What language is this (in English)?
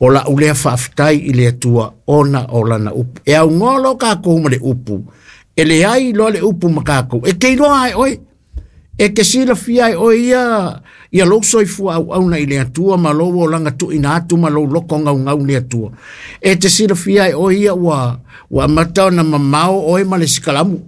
Samoan